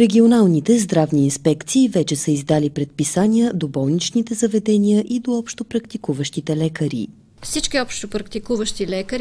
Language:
Bulgarian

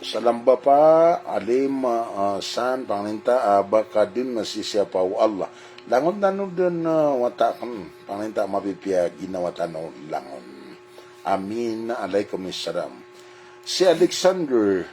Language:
Maranao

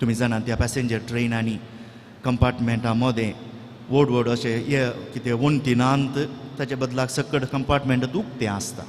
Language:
Konkani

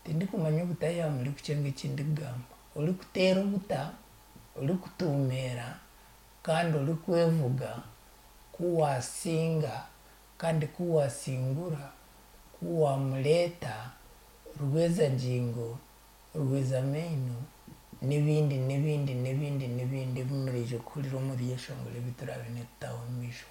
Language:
Nyankole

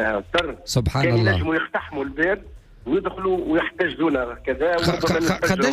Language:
Tunisian Arabic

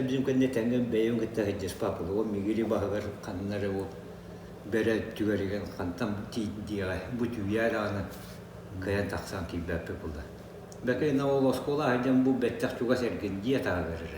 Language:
Yakut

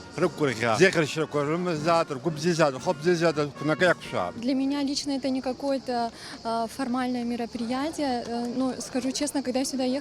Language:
Abkhazian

